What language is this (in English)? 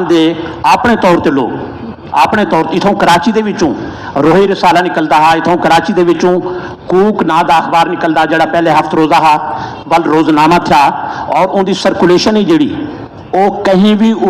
Saraiki